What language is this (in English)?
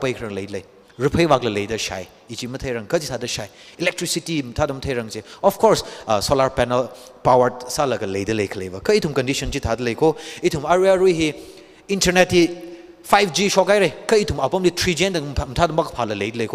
Tangkhul Naga (India)